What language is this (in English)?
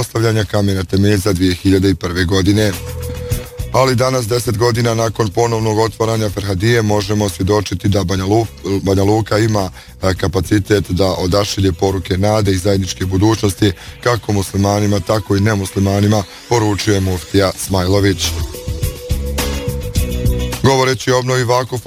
Bosnian